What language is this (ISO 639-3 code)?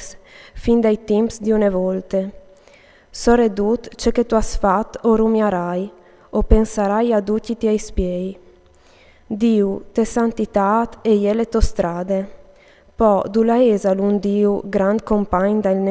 fur